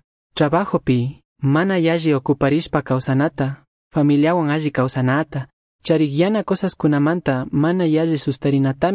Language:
Chimborazo Highland Quichua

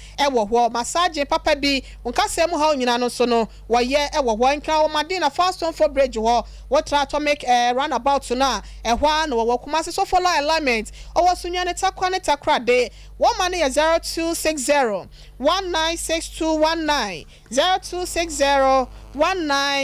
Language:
Akan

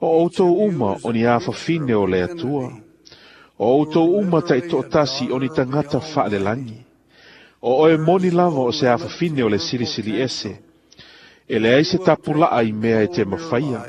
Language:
Samoan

